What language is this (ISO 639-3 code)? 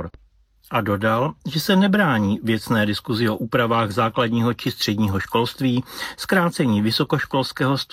ces